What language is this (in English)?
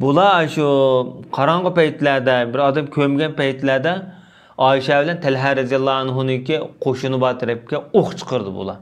Uyghur